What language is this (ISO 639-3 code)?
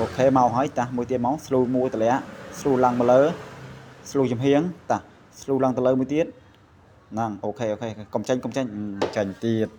khm